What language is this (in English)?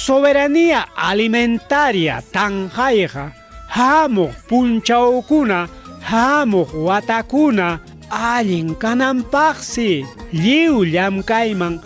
Ayacucho Quechua